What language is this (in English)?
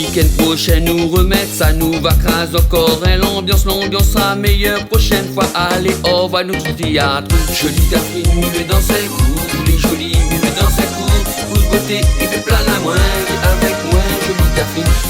Réunion Creole French